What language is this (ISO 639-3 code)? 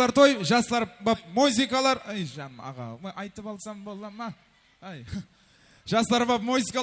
kaa